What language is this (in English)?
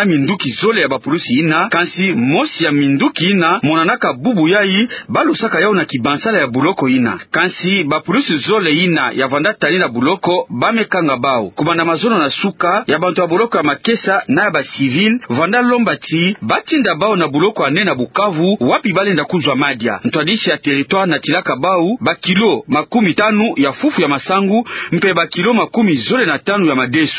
Kituba (Democratic Republic of Congo)